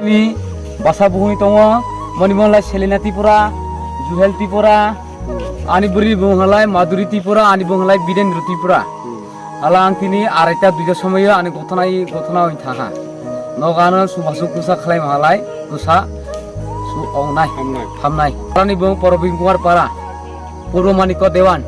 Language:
Kok Borok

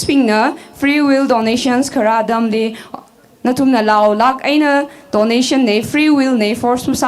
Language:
Tangkhul Naga (India)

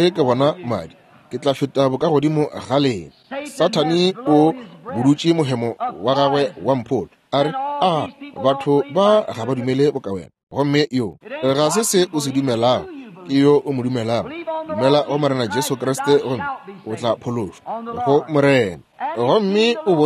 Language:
Northern Sotho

